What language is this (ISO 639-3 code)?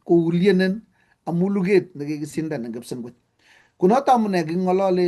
kln